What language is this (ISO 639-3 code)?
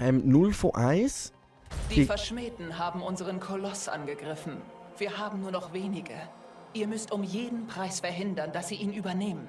gsw